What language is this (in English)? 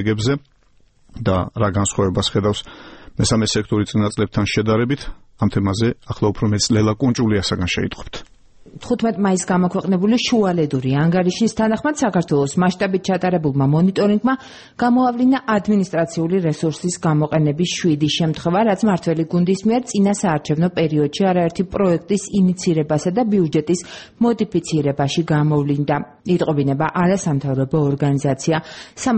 Georgian